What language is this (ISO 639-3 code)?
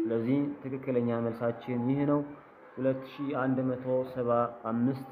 amh